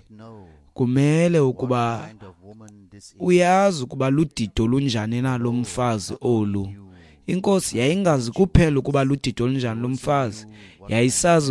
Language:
Xhosa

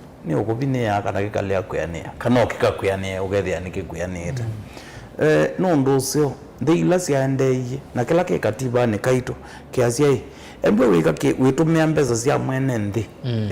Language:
Kamba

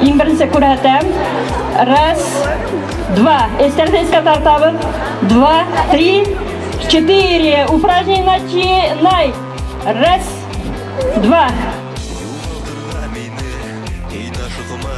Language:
Bashkir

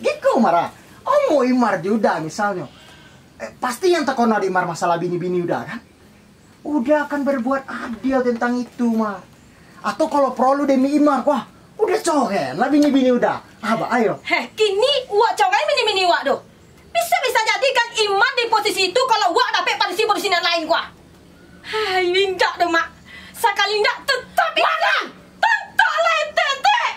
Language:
Minangkabau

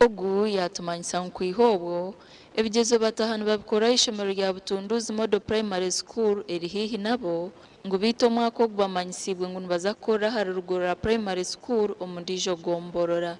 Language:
Nyankole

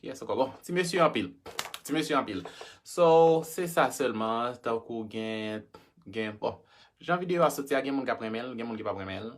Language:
Haitian Creole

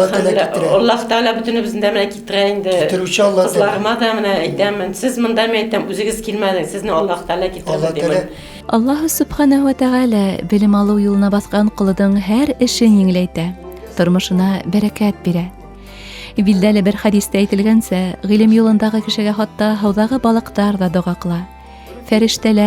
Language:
Bashkir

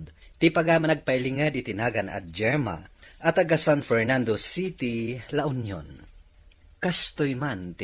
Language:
Iloko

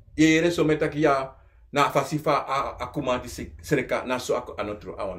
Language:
Sranan Tongo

